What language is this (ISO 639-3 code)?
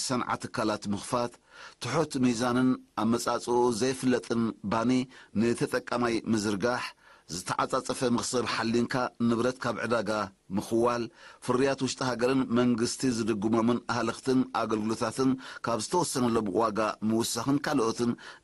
tir